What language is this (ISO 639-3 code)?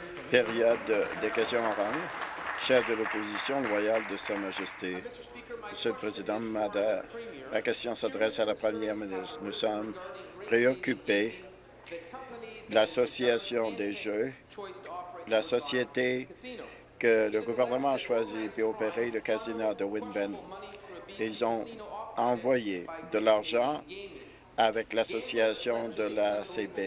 fra